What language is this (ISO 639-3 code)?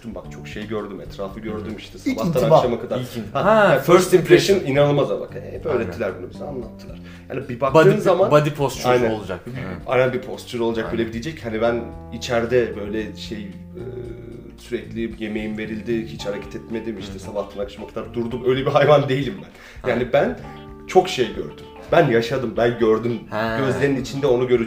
tur